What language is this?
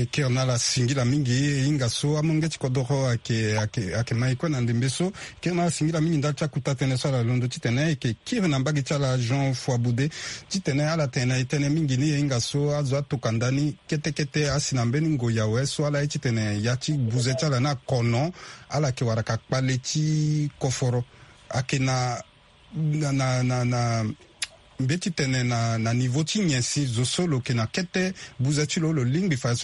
Sango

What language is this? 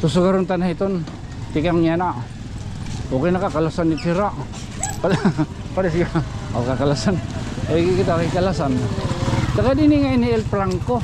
Waray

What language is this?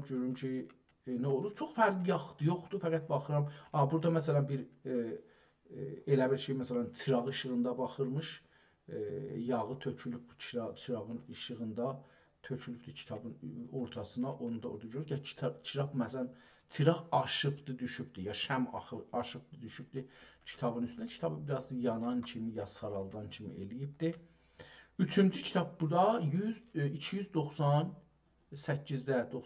South Azerbaijani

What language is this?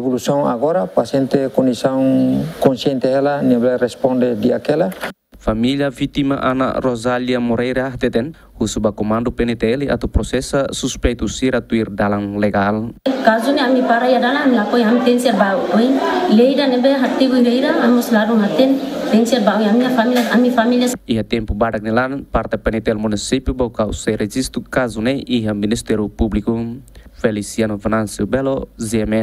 Tetum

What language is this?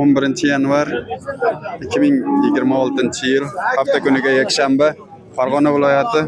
Uzbek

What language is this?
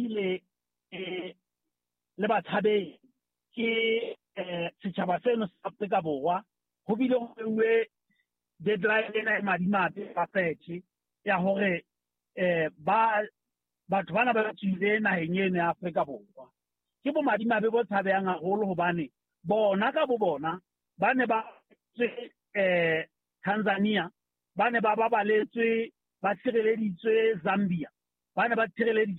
Southern Sotho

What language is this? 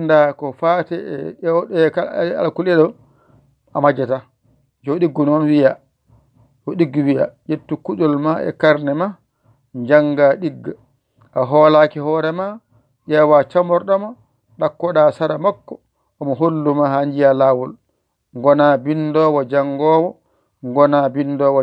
Fula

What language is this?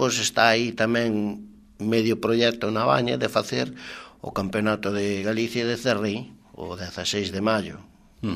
Galician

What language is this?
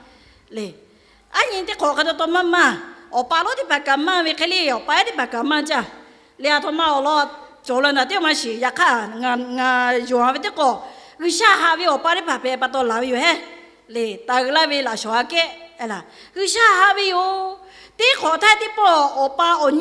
Lahu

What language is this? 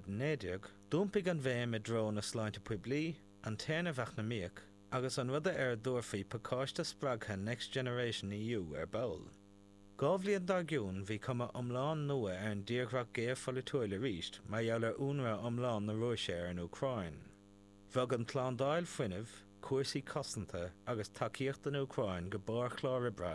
Irish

